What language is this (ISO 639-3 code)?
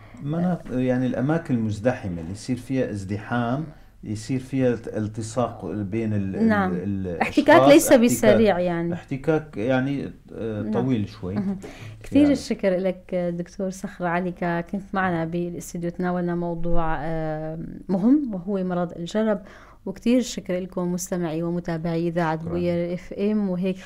apc